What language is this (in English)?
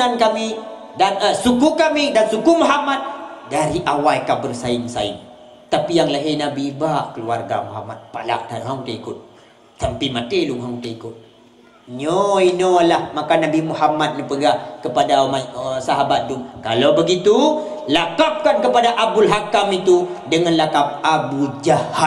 Achinese